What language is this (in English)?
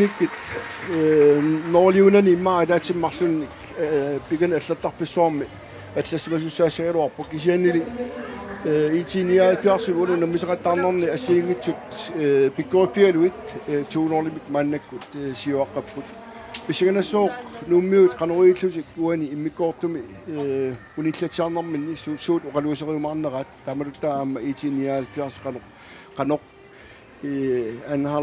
Kalaallisut